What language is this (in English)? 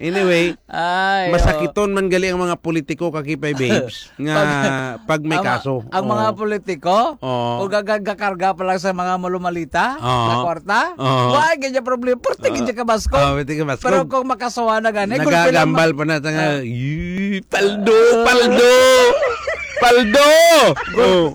Hiligaynon